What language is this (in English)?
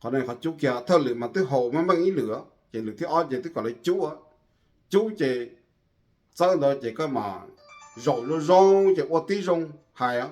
Hmong